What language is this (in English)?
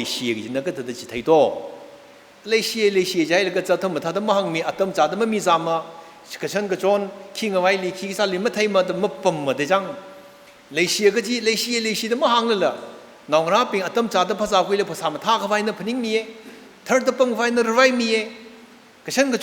Tangkhul Naga (India)